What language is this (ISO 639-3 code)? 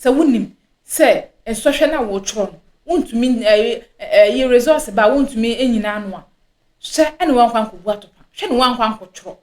aka